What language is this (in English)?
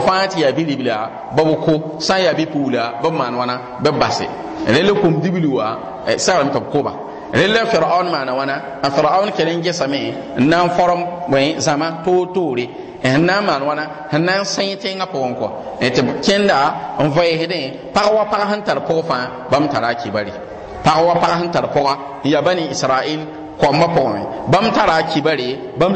Mossi